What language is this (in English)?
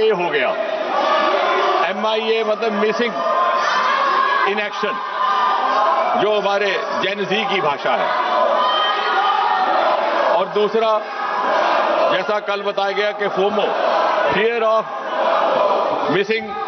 Hindi